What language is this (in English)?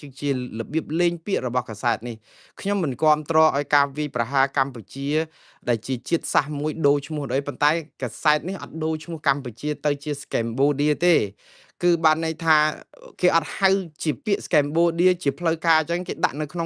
Khmer